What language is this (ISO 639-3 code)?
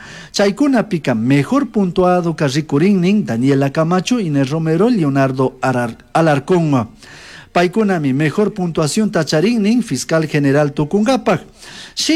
qug